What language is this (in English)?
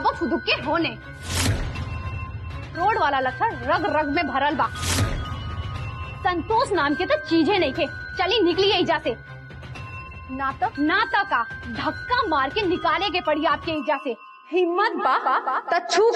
Bhojpuri